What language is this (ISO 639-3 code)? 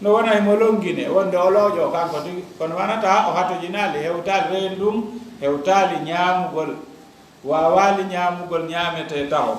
ful